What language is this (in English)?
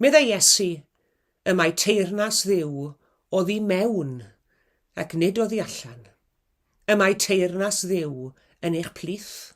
Welsh